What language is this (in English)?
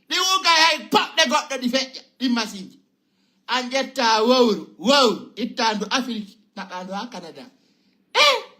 Fula